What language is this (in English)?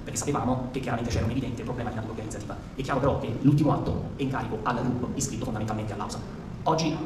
Italian